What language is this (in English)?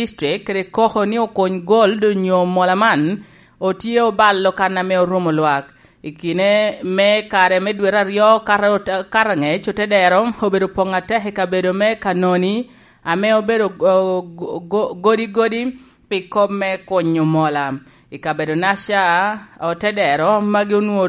Lango (Uganda)